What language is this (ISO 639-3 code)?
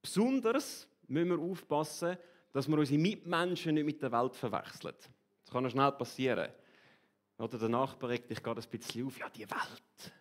gsw